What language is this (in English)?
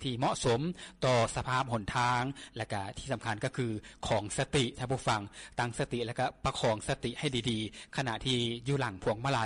Lao